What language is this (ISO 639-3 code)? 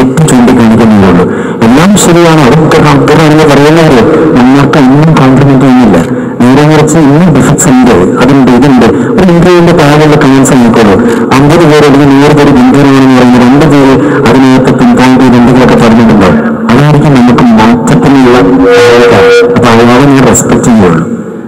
mal